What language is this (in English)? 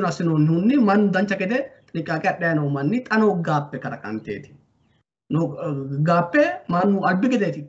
Sidamo